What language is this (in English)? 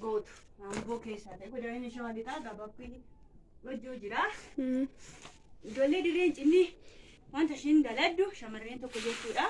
Oromo